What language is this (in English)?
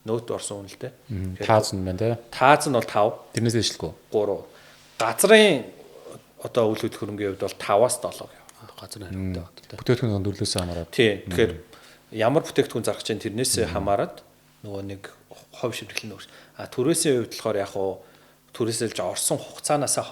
Mongolian